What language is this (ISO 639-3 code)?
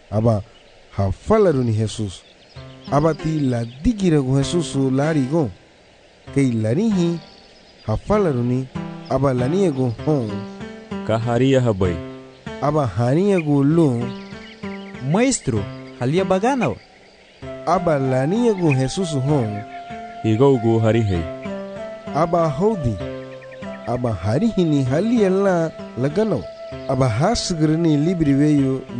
cab